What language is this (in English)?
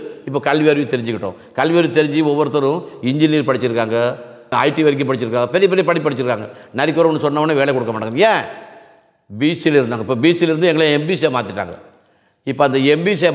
Tamil